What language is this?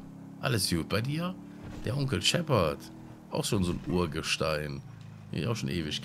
German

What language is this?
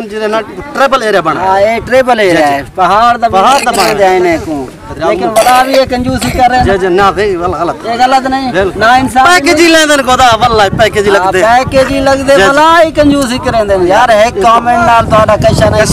Saraiki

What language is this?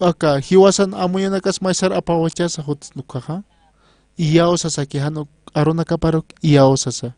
Aymara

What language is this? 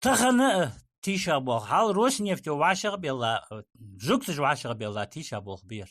Ingush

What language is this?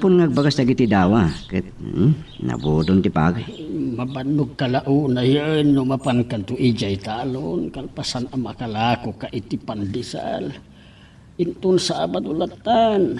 Iloko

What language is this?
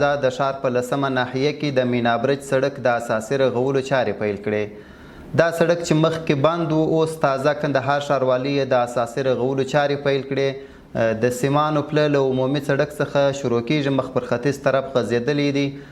Pashto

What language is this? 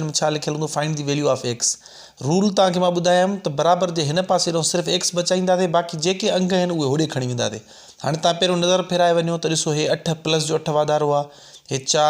Sindhi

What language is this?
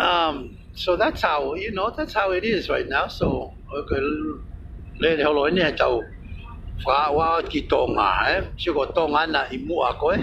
Tongan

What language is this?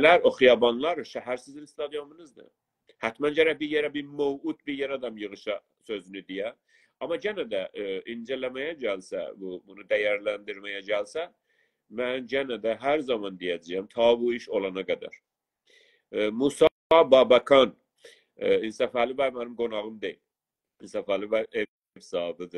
South Azerbaijani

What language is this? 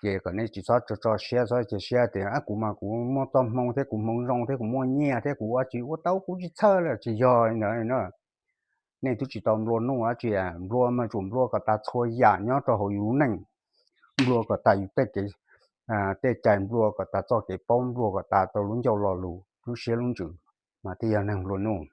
Hmong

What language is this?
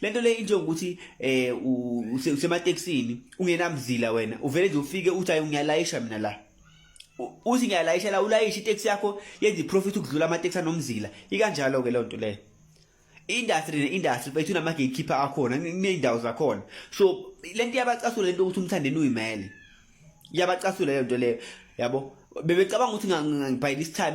Zulu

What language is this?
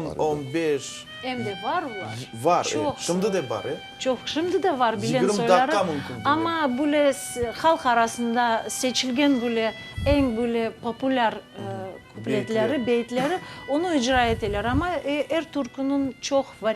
Crimean Tatar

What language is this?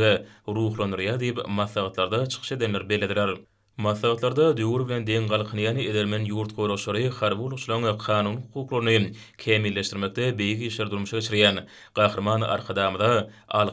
Turkmen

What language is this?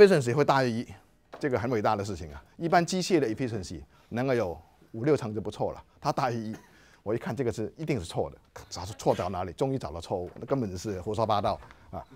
Chinese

